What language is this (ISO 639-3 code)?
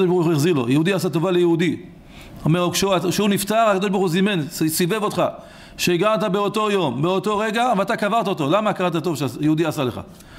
heb